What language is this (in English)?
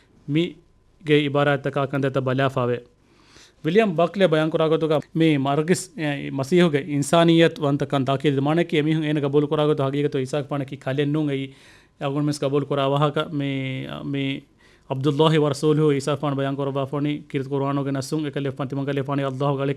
Divehi